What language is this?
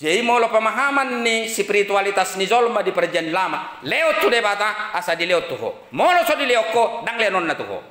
Batak Toba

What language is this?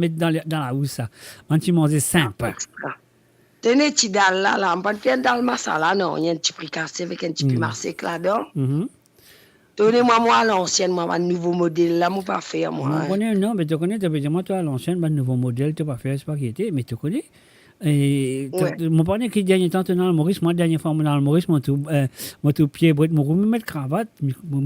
Morisyen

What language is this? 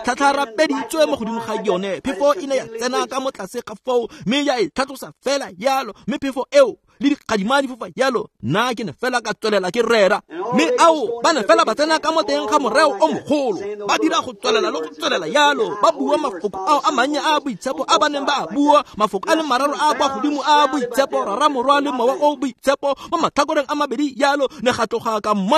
Tswana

